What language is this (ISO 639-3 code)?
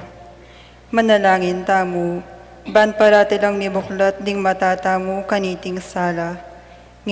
pam